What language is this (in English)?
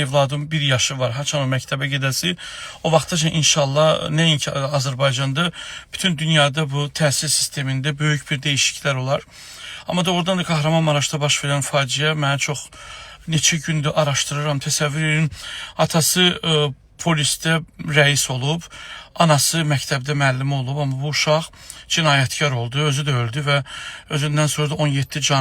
Azerbaijani